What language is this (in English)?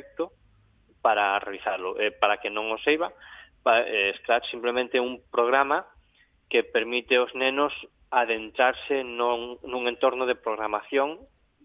Galician